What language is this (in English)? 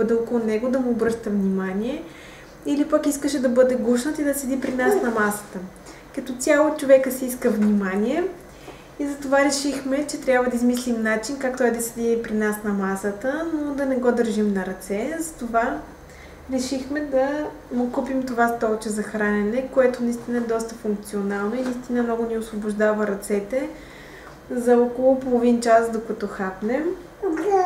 Bulgarian